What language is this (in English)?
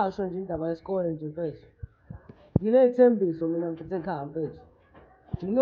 Zulu